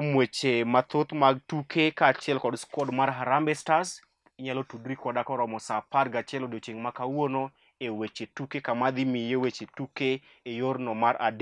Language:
Luo (Kenya and Tanzania)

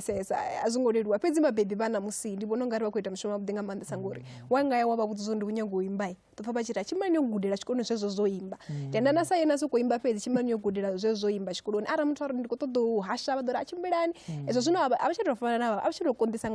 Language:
Venda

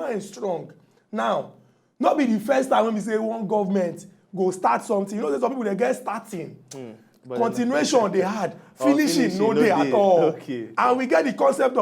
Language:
Nigerian Pidgin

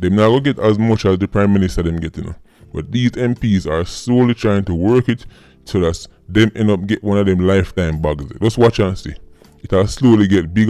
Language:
Jamaican Creole English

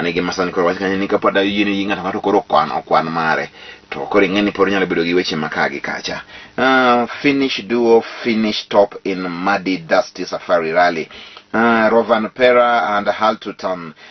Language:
Luo (Kenya and Tanzania)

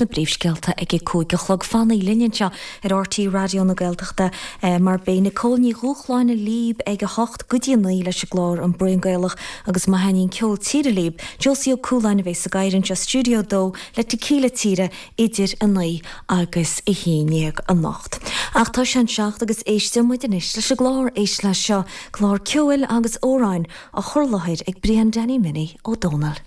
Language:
Irish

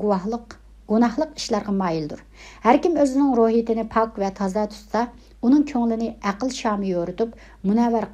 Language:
Uyghur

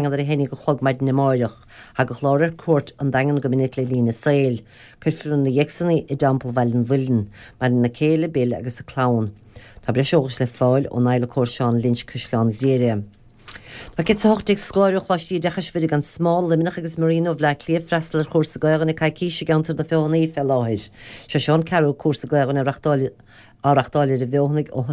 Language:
Irish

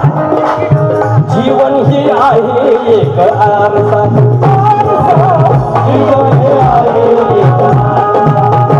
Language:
Marathi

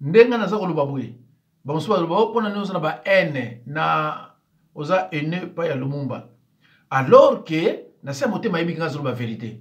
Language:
Lingala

